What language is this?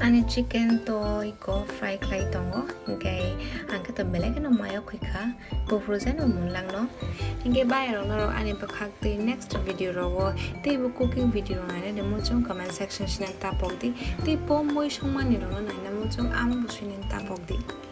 Kok Borok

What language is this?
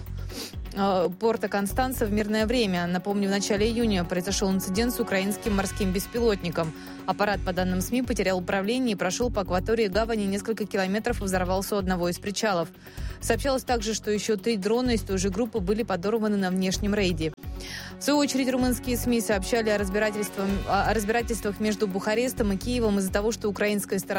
Russian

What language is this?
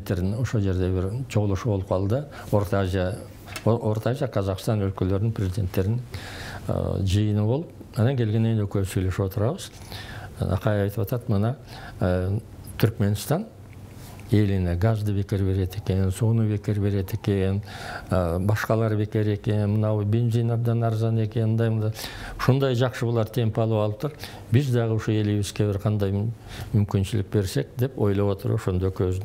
Kyrgyz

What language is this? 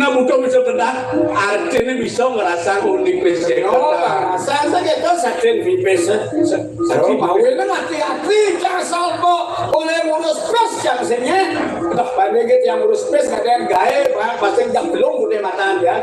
Balinese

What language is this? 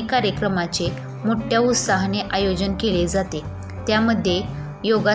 Marathi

